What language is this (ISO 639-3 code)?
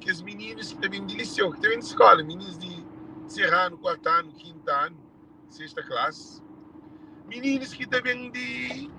kea